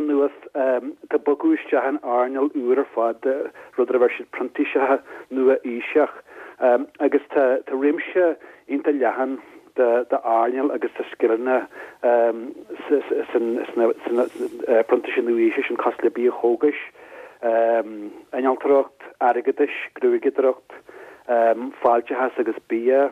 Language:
Irish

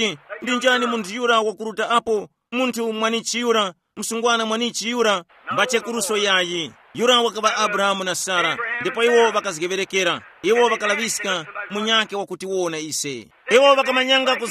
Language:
Tumbuka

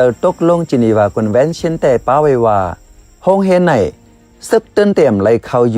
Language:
Shan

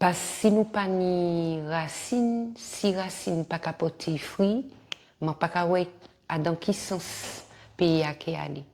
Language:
Guadeloupean Creole French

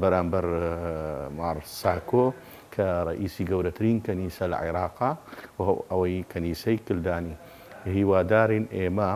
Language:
Central Kurdish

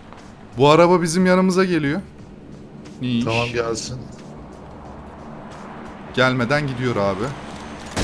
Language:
Turkish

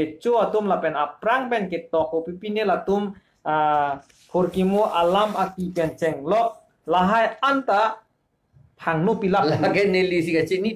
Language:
Karbi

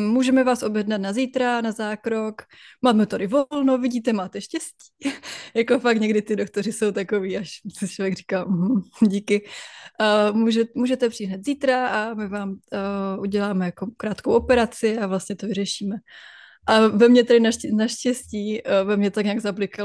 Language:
Czech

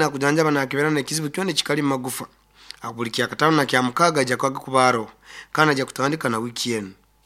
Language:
Nyoro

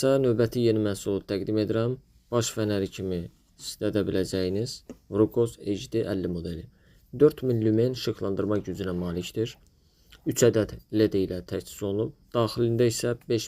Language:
Azerbaijani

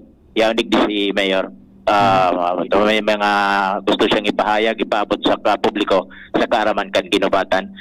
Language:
Bikol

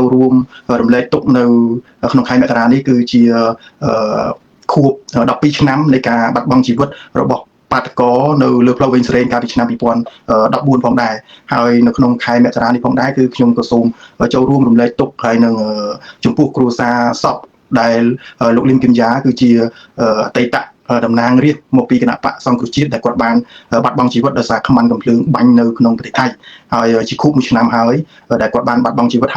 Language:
Khmer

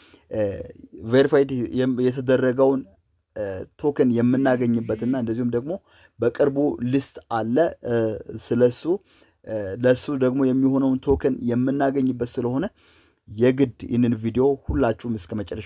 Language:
Amharic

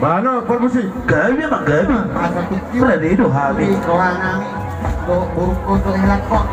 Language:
Batak Toba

